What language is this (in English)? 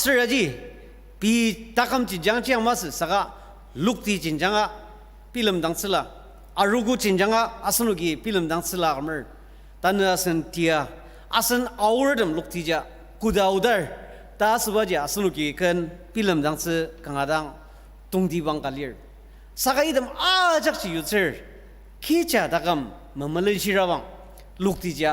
Ao Naga